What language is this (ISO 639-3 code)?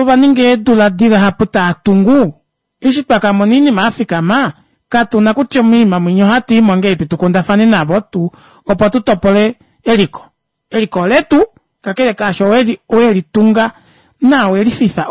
kua